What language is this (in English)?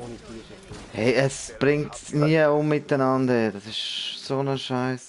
Swiss German